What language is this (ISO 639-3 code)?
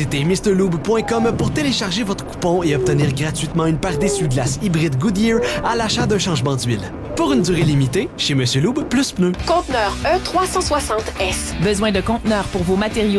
fra